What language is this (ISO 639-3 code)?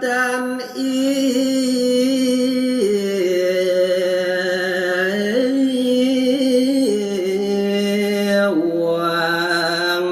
ban